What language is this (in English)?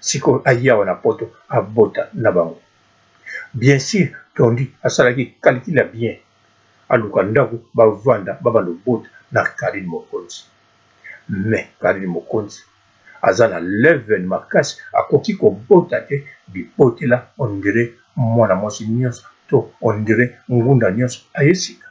Lingala